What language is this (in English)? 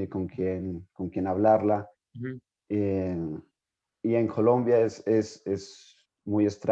Ladino